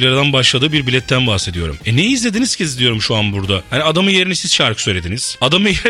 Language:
Turkish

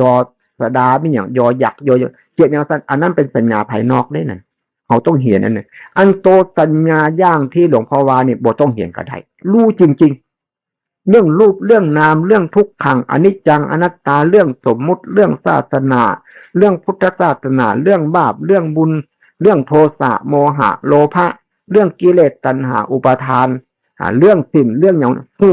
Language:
Northeastern Thai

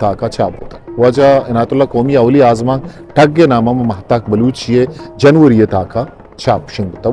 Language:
Eastern Balochi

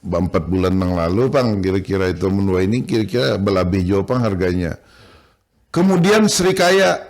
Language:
Banjar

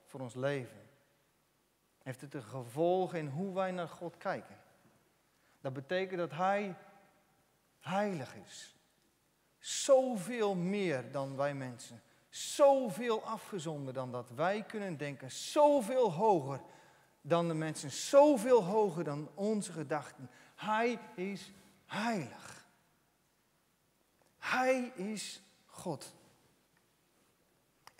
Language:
Dutch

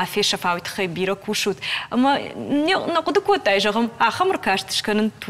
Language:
Ossetic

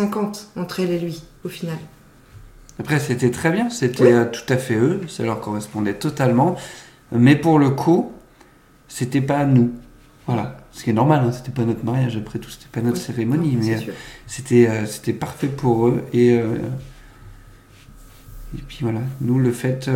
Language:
French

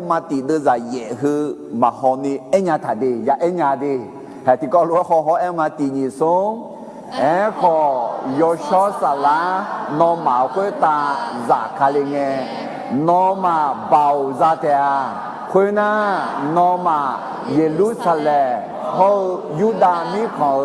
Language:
Akha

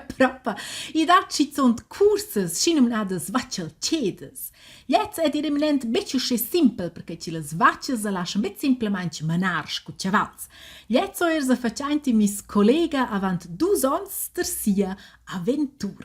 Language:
Romansh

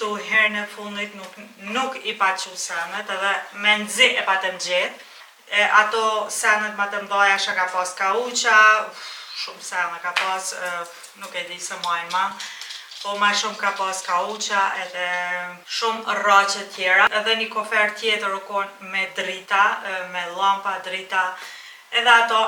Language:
Albanian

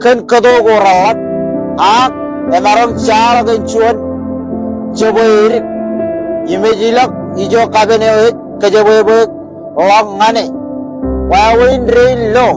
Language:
Marshallese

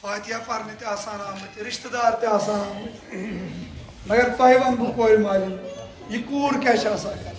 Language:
Kashmiri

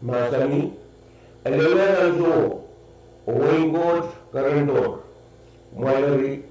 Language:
Pohnpeian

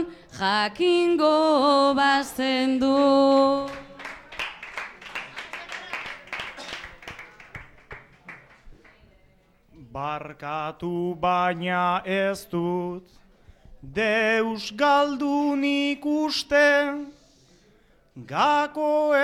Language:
Basque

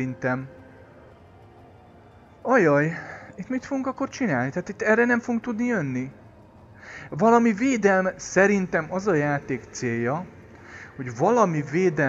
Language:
Hungarian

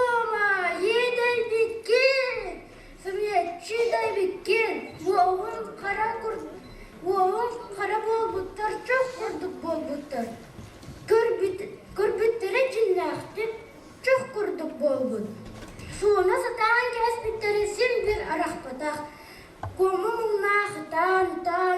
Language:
Yakut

